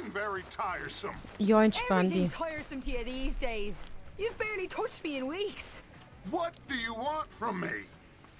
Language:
Swiss German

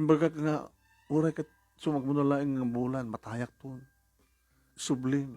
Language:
Iloko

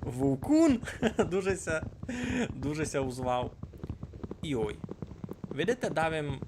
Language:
Rusyn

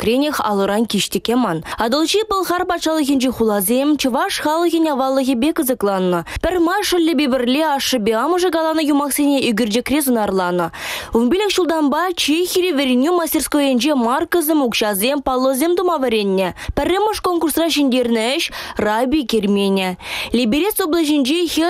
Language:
Chuvash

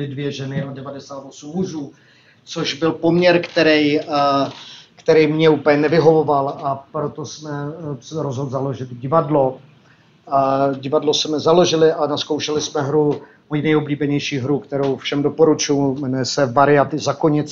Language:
Czech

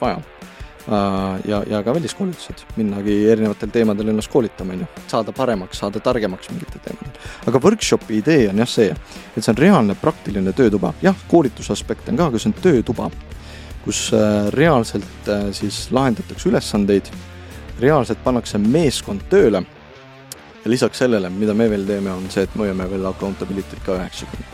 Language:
Estonian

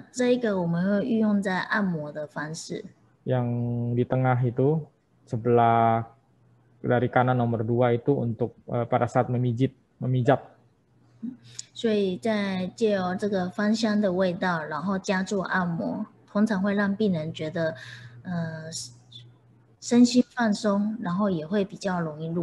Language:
Indonesian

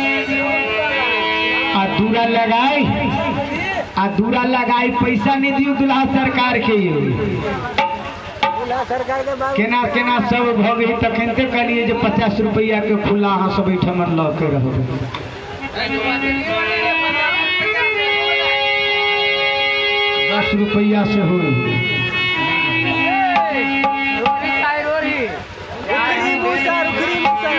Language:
Maithili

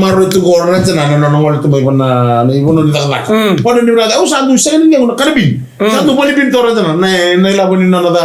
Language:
Fijian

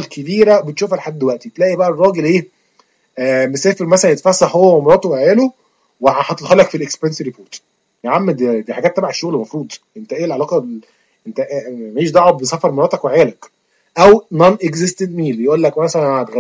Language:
Egyptian Arabic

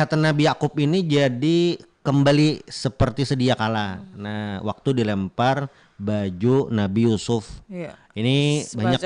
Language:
Banjar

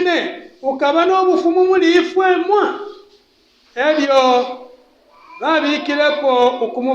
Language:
Bemba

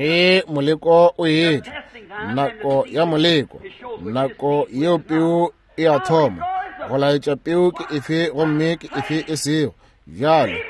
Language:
Northern Sotho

